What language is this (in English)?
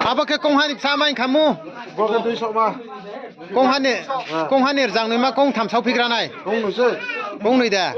Riang (India)